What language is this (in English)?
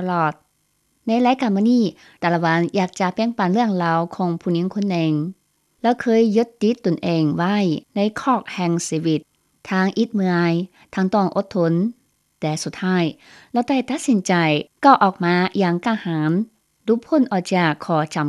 Lao